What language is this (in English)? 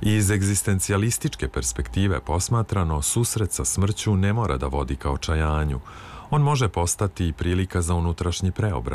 Serbian